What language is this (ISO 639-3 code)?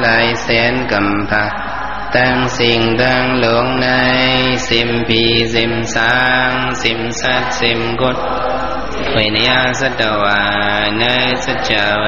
shn